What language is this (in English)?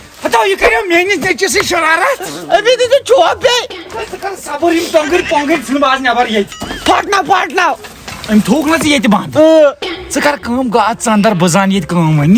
Kashmiri